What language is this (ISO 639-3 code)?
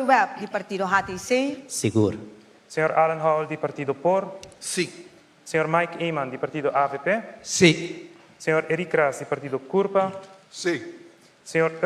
pap